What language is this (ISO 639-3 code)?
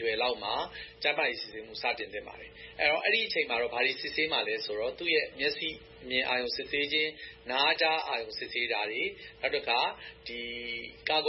mya